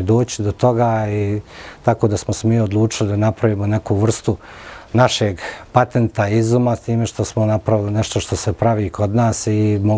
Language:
Croatian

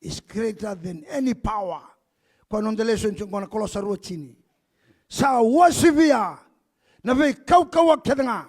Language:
Fijian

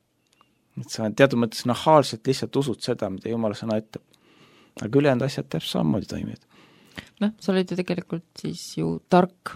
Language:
Estonian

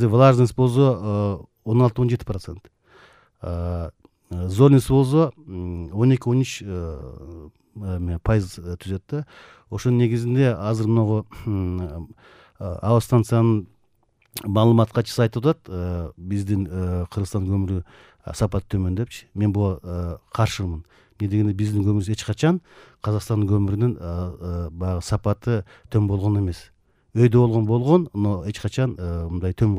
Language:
Kyrgyz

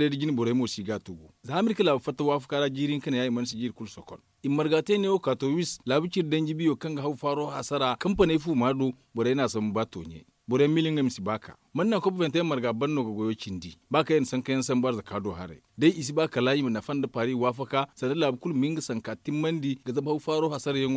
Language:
Zarma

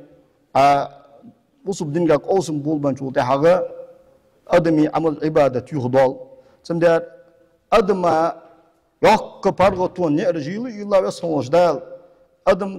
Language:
Ingush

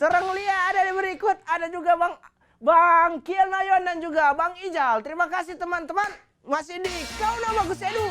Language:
Manado Malay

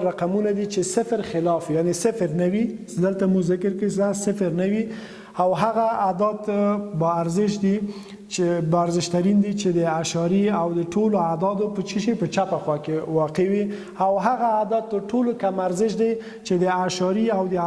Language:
Pashto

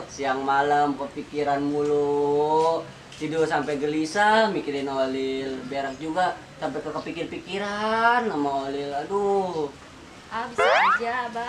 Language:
Betawi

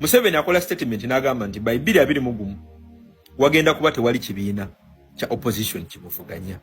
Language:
Ganda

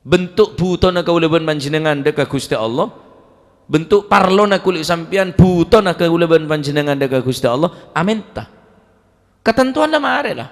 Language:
Madurese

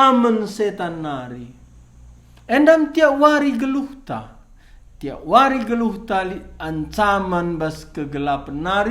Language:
Batak Karo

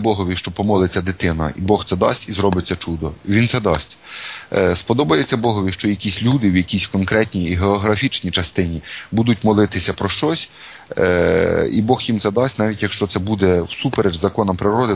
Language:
Ukrainian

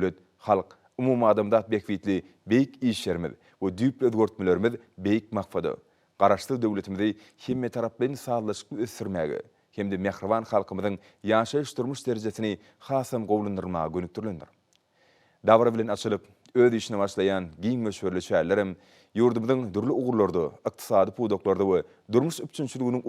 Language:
Turkmen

